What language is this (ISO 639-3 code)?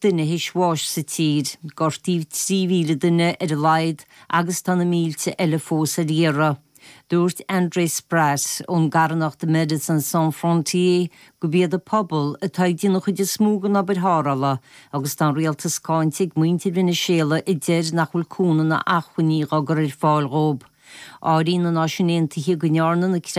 gle